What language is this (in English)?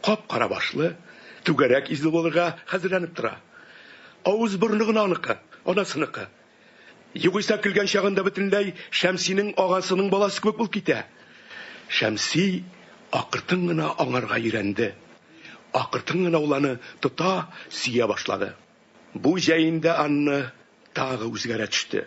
Tatar